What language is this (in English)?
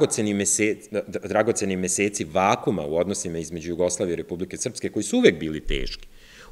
Serbian